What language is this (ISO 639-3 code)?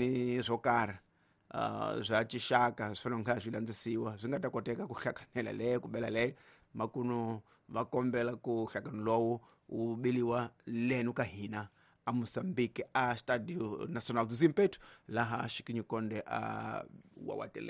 tso